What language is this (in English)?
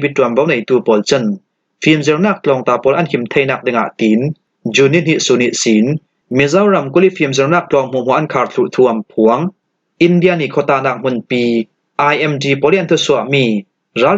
Falam Chin